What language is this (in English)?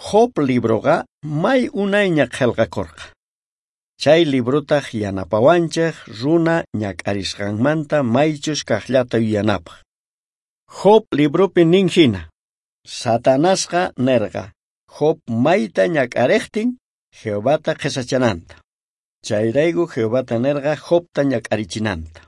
South Bolivian Quechua